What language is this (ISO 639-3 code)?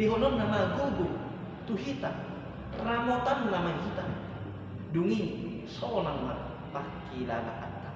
bbc